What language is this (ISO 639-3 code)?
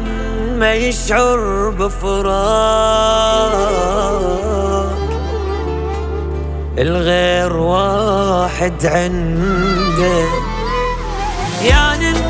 ara